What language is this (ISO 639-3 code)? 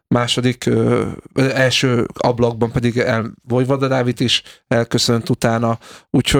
hun